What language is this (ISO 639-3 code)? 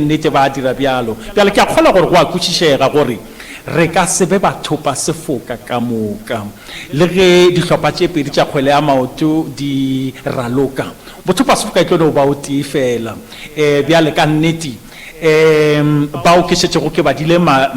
nso